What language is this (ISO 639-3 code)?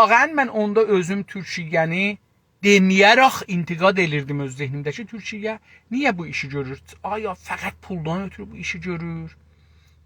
azb